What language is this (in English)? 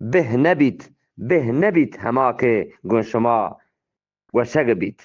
Eastern Balochi